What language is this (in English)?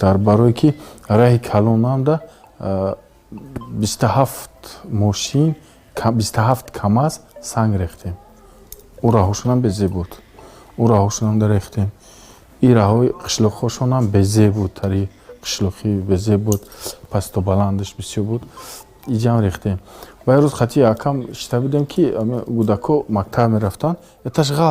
Tajik